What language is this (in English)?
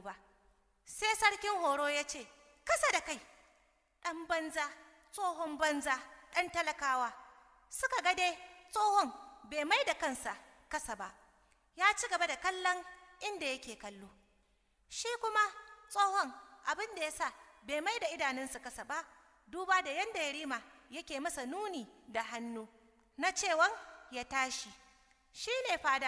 Hausa